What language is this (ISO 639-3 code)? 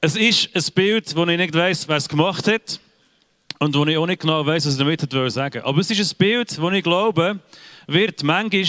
gsw